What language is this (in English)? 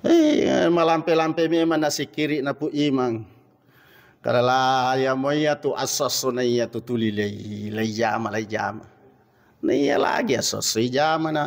Buginese